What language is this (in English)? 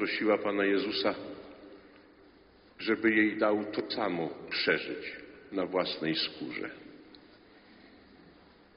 Polish